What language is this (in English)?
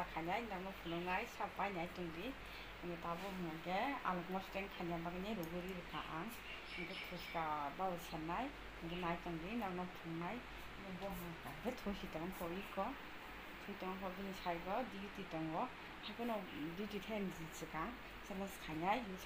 Kok Borok